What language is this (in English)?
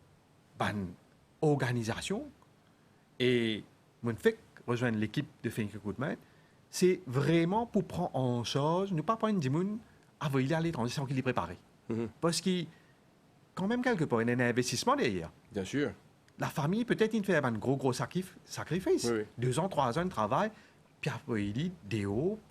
Morisyen